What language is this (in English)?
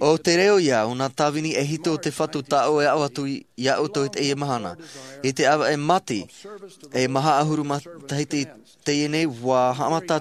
Tahitian